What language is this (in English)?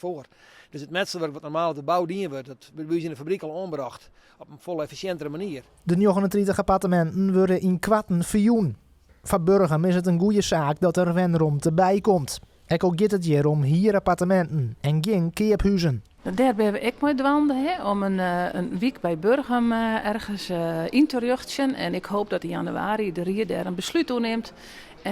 Western Frisian